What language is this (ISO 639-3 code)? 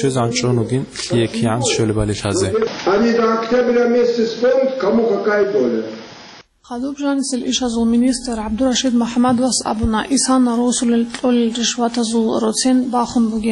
ava